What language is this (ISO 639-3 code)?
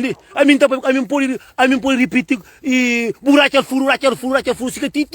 kea